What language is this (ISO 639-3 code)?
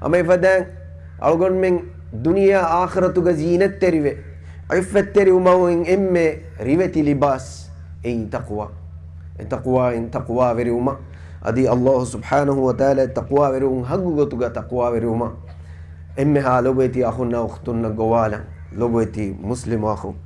div